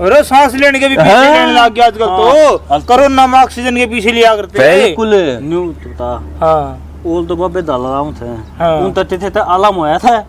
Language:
Haryanvi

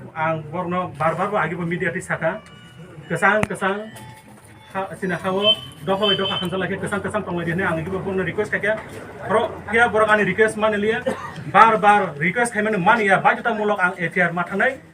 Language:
Kok Borok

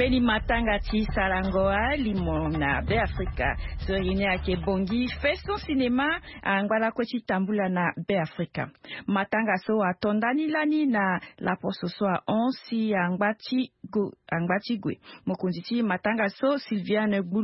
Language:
Sango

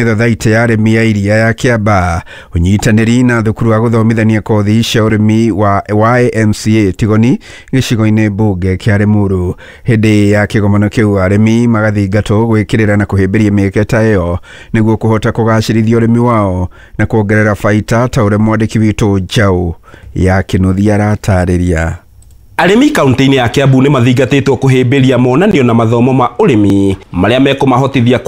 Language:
Kikuyu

